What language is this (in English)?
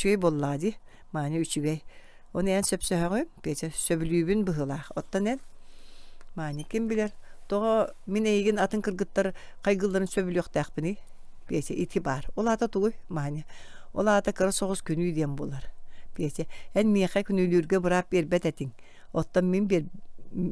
Yakut